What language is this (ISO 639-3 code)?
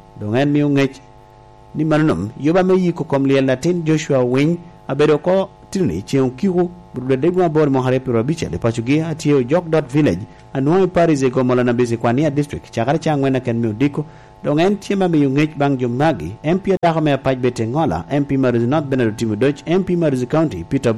laj